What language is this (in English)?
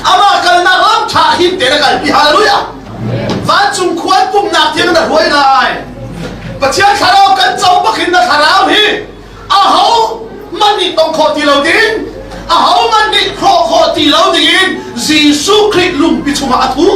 Hakha Chin